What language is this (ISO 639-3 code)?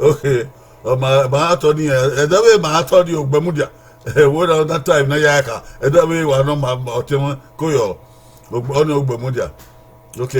bin